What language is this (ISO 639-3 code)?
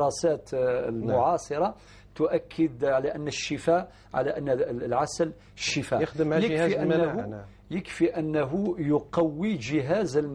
arq